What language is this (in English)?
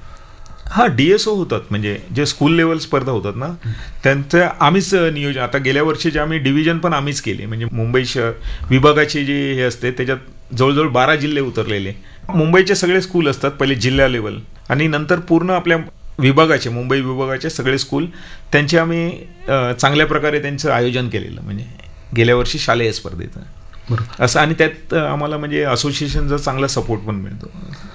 Marathi